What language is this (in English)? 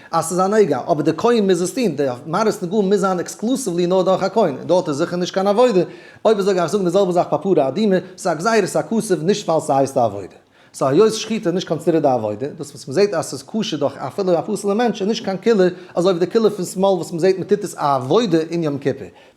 Yiddish